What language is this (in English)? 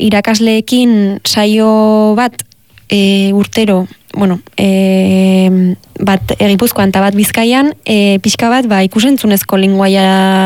Basque